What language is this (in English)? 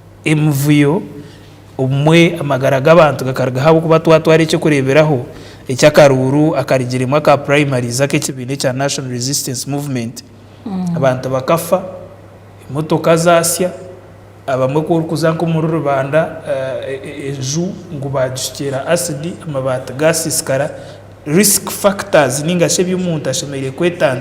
Nyankole